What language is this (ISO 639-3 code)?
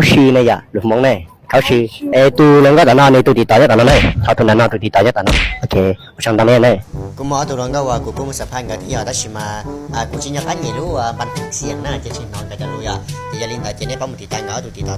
hmn